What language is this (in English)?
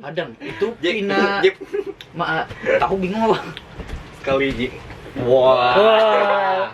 Banjar